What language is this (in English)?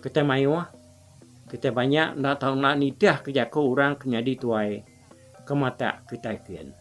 Iban